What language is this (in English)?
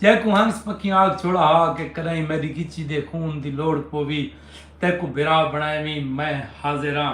Saraiki